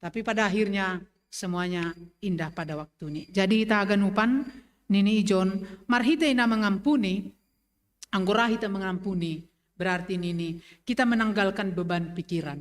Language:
Batak Simalungun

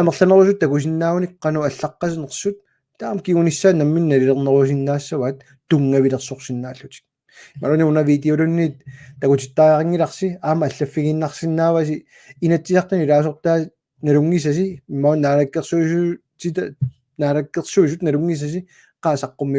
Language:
Kalaallisut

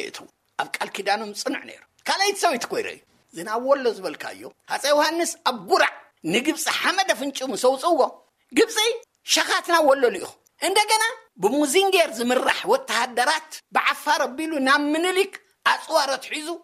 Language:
Tigrinya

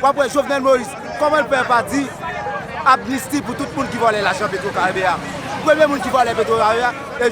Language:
Haitian Creole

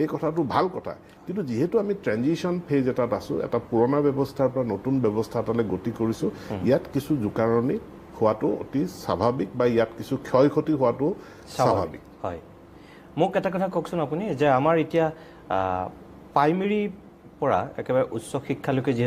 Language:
Assamese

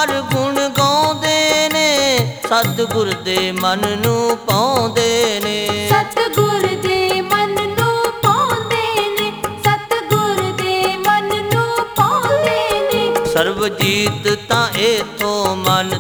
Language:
Punjabi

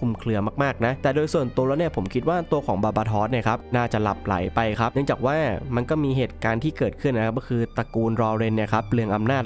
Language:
Thai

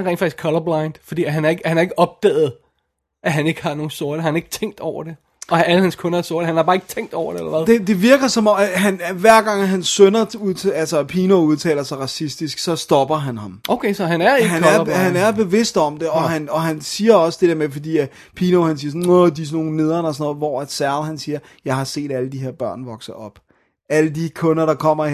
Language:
Danish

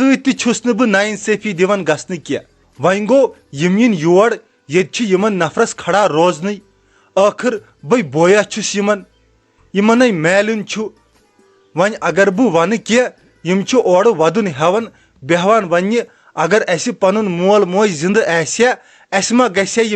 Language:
Kashmiri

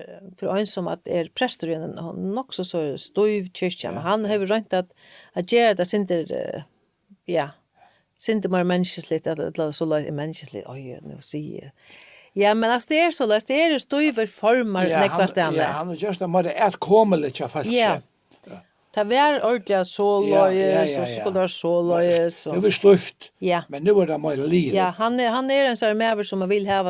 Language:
Faroese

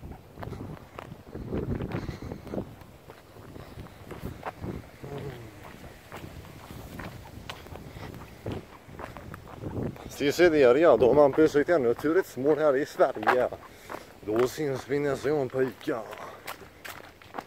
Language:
Swedish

